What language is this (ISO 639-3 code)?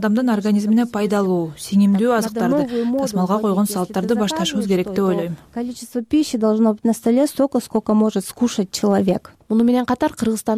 kir